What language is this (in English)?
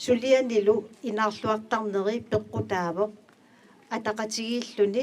Kalaallisut